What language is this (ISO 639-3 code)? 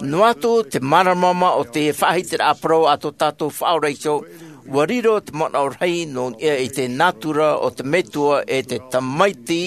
tah